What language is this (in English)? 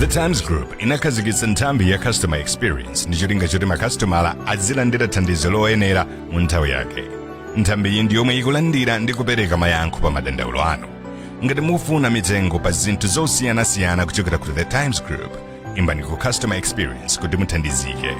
Nyanja